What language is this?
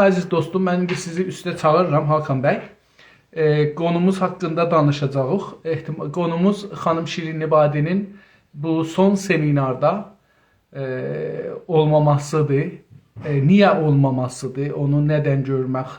South Azerbaijani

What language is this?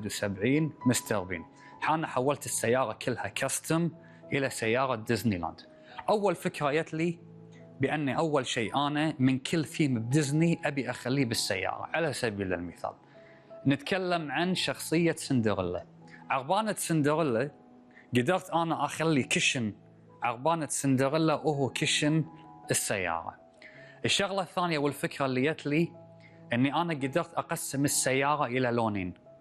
Gulf Arabic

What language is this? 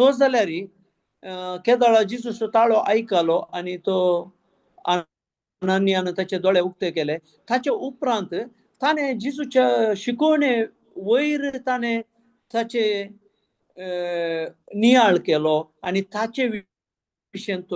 Konkani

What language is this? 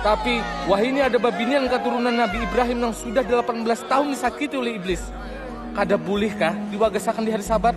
Banjar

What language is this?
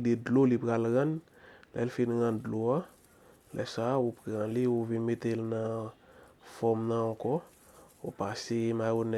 Haitian Creole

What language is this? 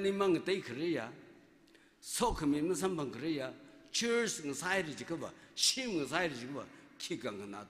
Tangkhul Naga (India)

